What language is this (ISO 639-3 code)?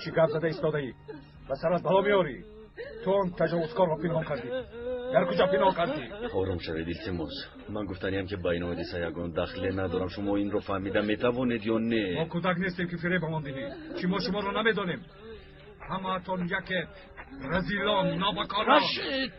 tgk